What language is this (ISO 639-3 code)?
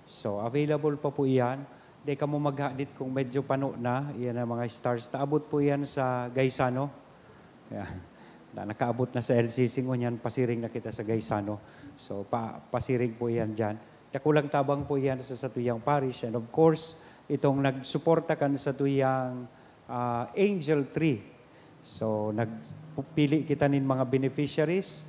bik